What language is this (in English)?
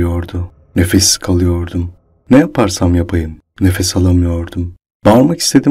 Turkish